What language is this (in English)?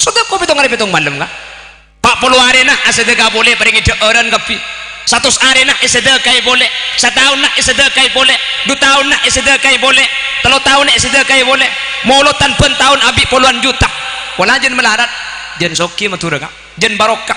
Madurese